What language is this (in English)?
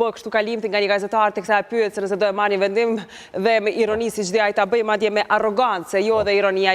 Albanian